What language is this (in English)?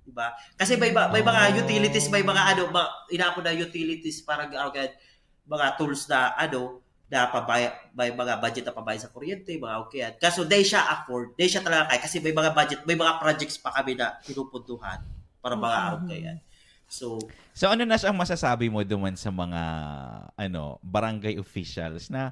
Bikol